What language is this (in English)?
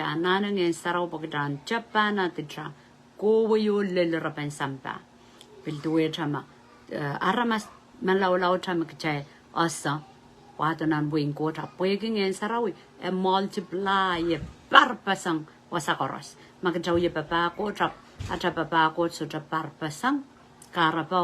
Pohnpeian